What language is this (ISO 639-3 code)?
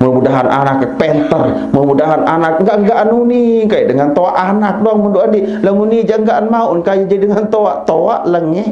sas